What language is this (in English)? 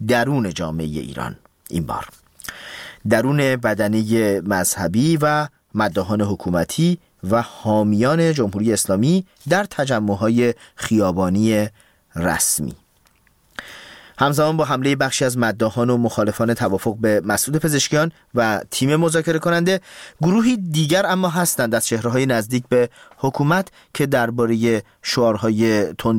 Persian